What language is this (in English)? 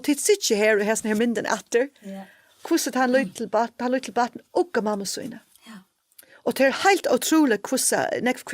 Faroese